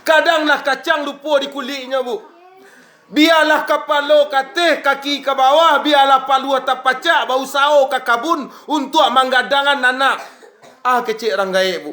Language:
Minangkabau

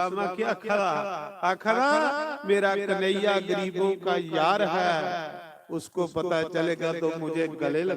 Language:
Dogri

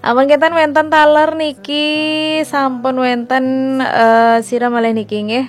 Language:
Balinese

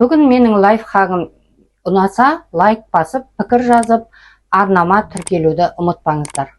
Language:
Kazakh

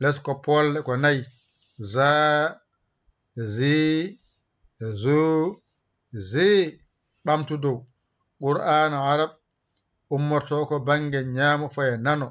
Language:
Fula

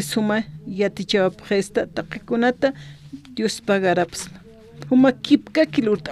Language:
Aymara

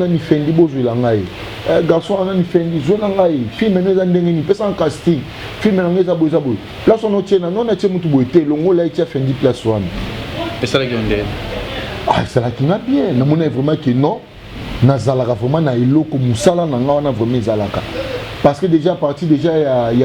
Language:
Lingala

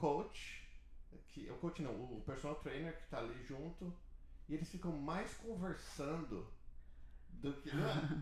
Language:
Portuguese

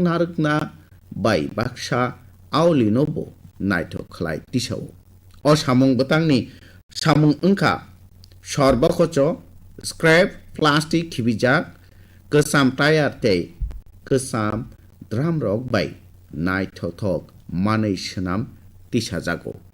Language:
Kok Borok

